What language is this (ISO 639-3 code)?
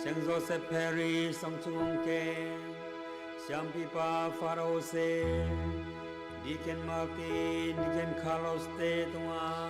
ctd